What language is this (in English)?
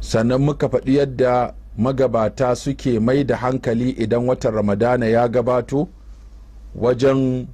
Hausa